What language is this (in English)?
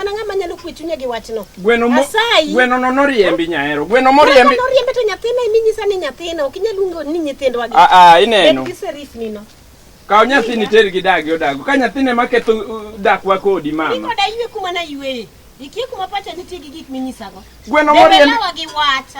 Luo (Kenya and Tanzania)